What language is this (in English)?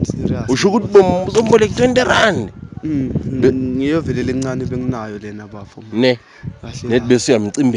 Zulu